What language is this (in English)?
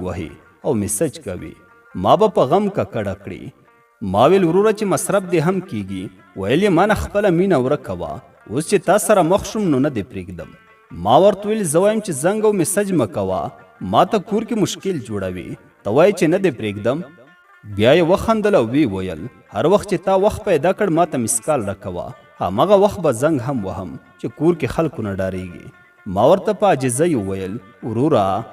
Pashto